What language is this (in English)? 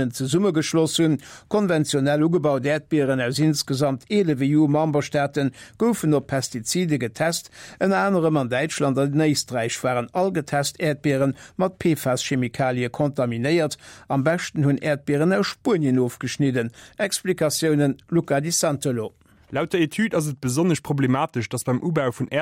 Luxembourgish